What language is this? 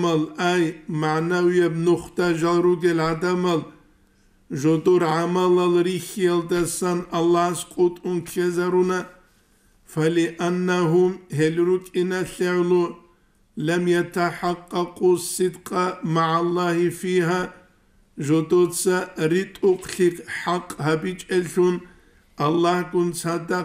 Avaric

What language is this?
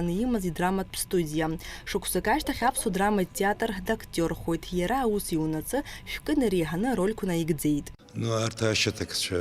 Abkhazian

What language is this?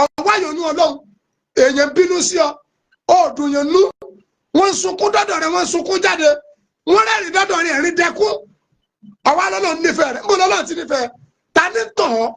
Yoruba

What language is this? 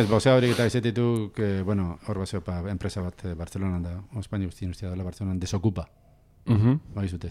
Basque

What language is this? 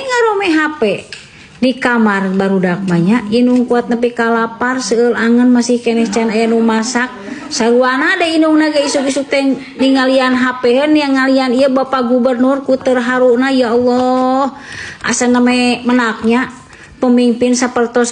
Sundanese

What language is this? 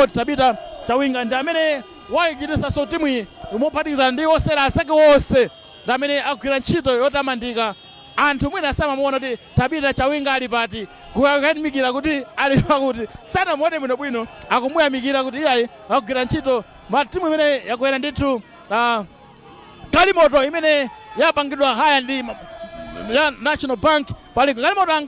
Nyanja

